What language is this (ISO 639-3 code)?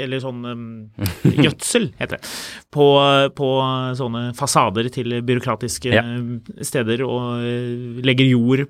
nor